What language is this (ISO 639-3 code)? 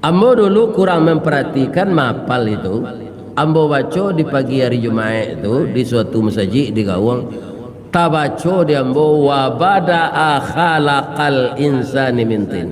min